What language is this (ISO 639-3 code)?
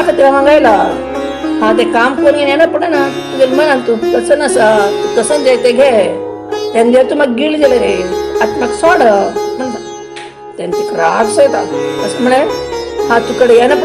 kok